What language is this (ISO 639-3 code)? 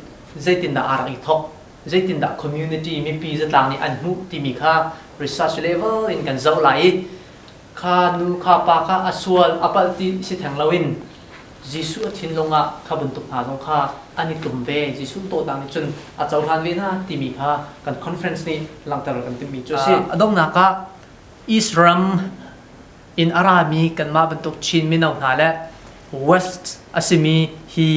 cnh